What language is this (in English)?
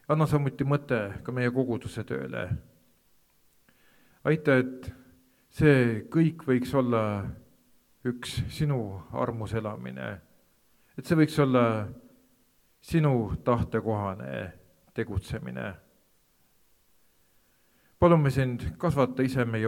Estonian